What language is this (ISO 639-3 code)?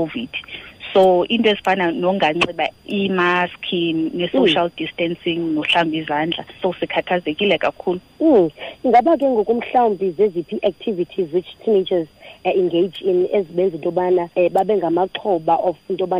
xho